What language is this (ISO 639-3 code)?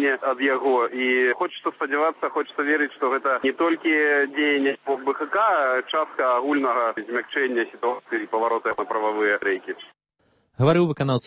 bel